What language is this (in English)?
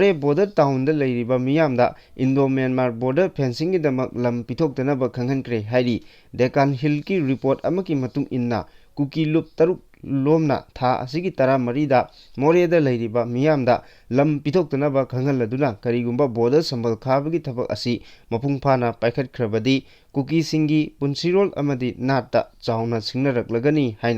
Manipuri